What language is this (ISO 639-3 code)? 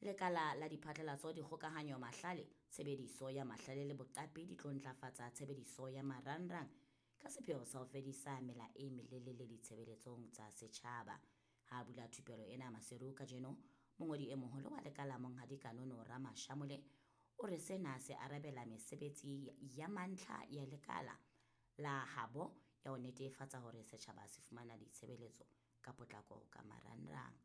sot